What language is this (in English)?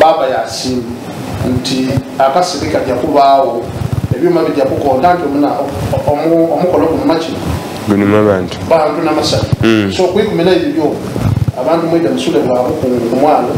Soga